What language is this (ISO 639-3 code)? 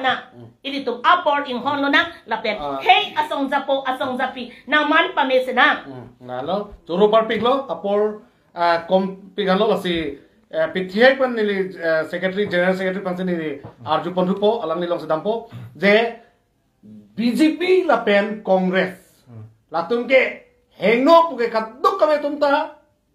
mjw